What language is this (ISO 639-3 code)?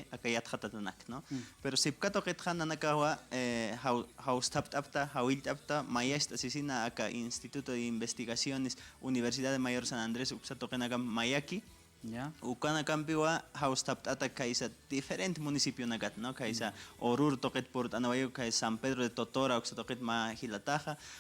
aym